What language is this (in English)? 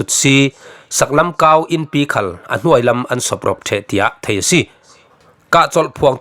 Falam Chin